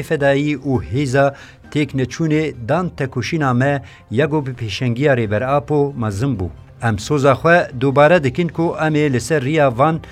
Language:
Kurdish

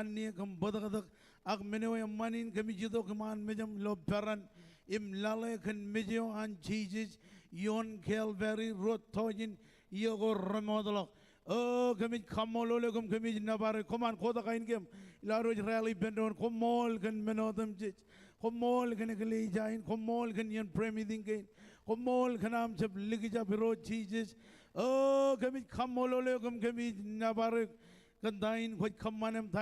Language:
Marshallese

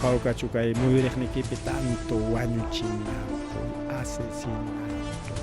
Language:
Ayacucho Quechua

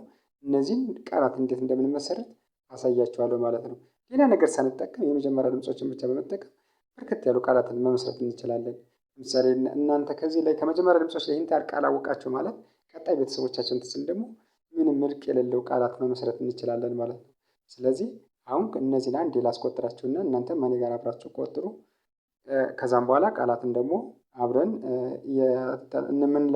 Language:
Amharic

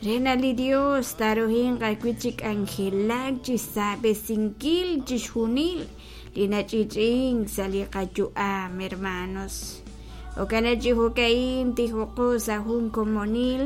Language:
Kekchí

